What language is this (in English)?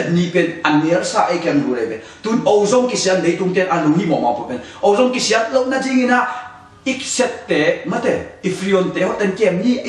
Tedim Chin